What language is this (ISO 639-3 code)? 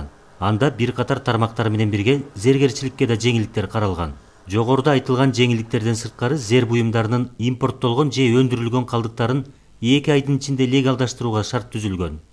kir